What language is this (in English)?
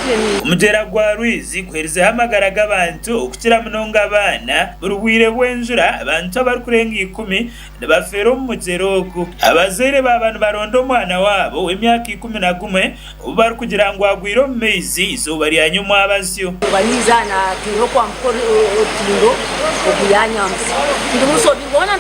Nyankole